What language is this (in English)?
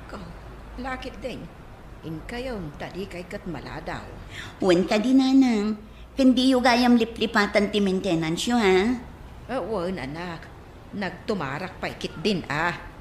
Iloko